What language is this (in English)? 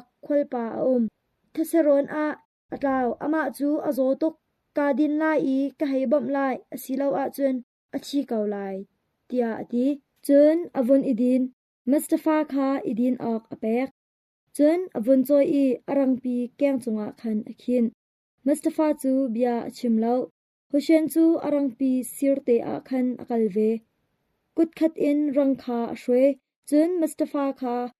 Hakha Chin